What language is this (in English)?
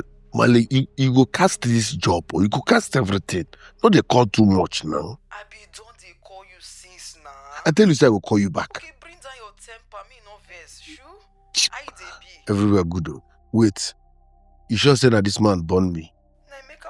Nigerian Pidgin